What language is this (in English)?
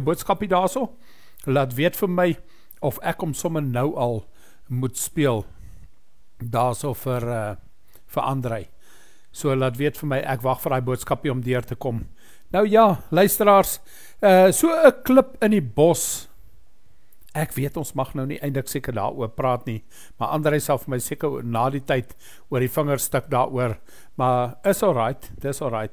Afrikaans